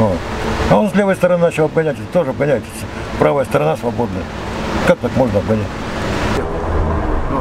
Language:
Russian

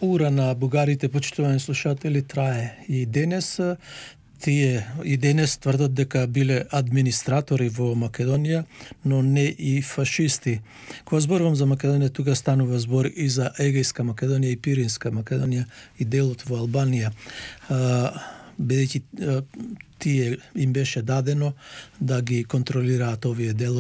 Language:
Macedonian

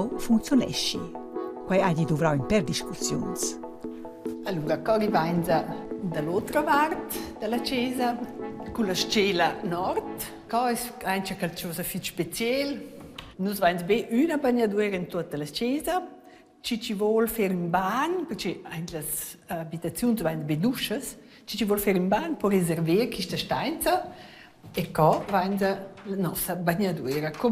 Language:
Romansh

